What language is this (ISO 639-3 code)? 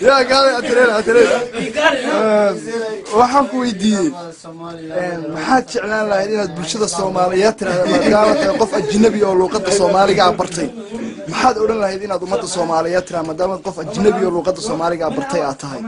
som